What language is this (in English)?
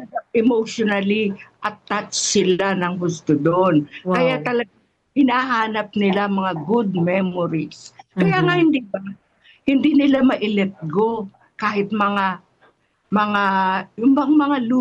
Filipino